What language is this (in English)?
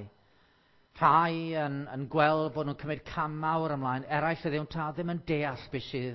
Welsh